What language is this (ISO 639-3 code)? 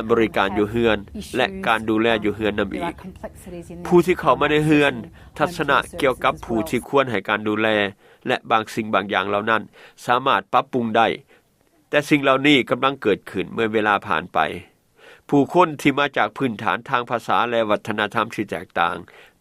lao